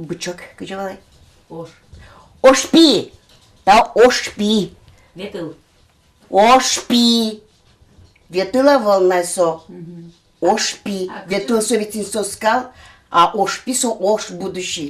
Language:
Udmurt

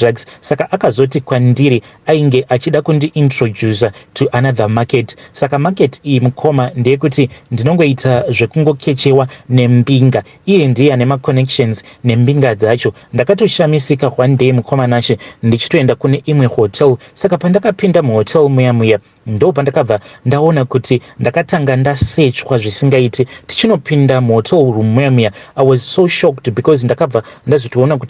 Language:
Shona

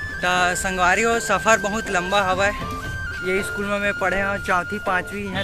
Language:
Chhattisgarhi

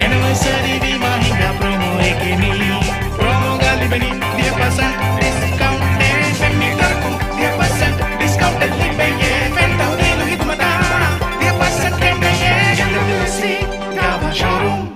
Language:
Divehi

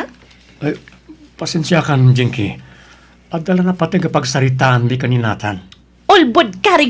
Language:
Iloko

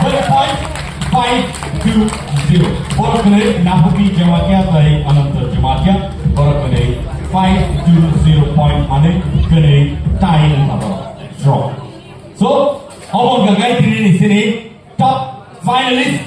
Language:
Kok Borok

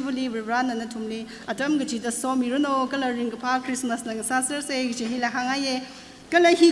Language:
Tangkhul Naga (India)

